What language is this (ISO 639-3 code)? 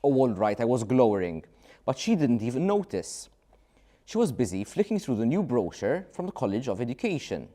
eng